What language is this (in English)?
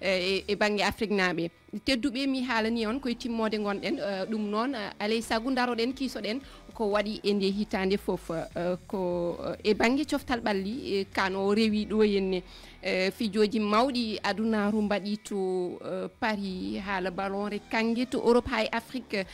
Fula